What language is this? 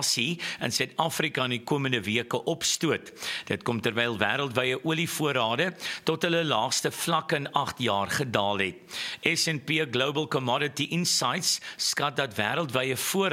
Afrikaans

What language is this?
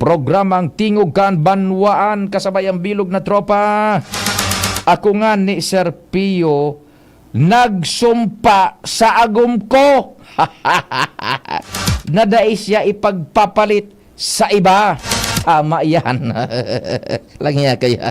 Bikol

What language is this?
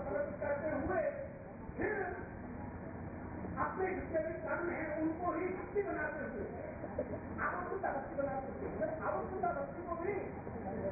Hindi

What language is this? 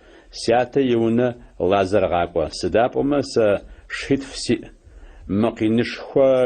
Adyghe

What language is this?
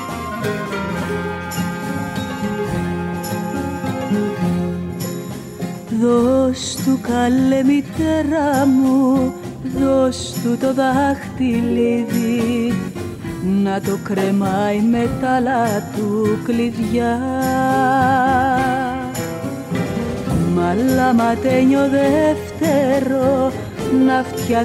Greek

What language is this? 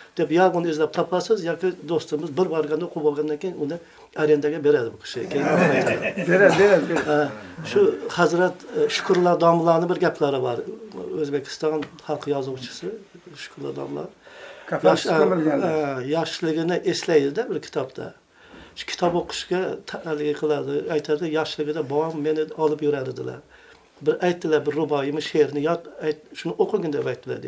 Uzbek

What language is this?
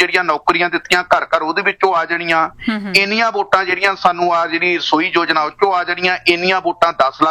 Punjabi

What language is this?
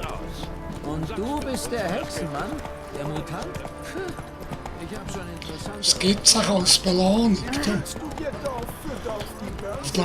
Swiss German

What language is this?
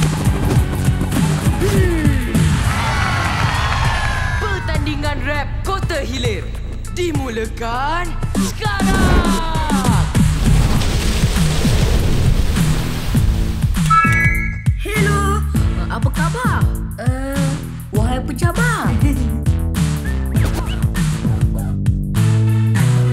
Malay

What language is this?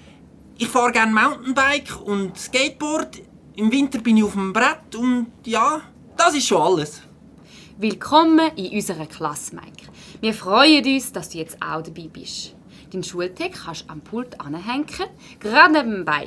Swiss German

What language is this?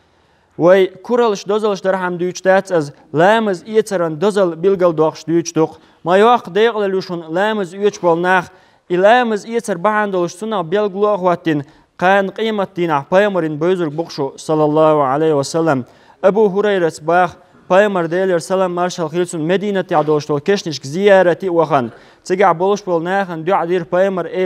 Chechen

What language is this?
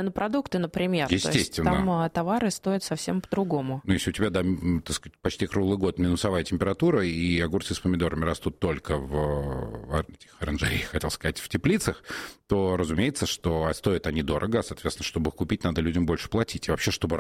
Russian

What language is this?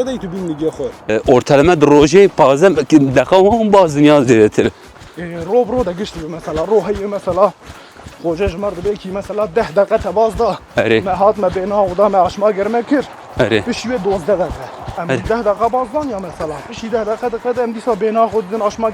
Kurdish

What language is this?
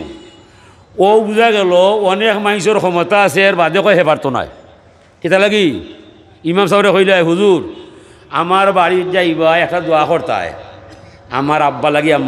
Sylheti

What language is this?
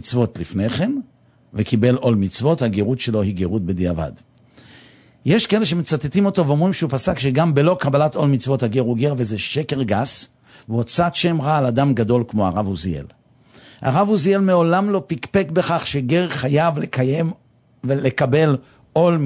Hebrew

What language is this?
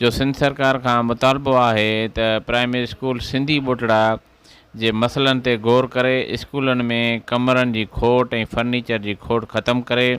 Sindhi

